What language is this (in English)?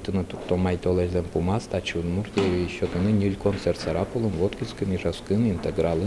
Udmurt